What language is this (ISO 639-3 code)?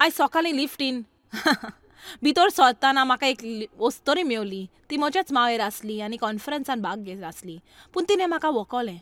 kok